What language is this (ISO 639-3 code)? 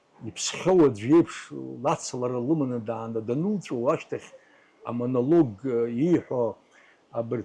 abk